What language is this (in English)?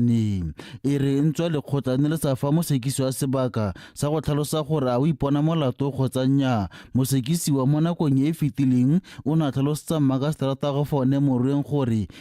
Tswana